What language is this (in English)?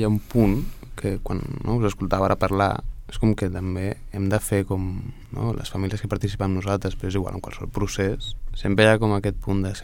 Catalan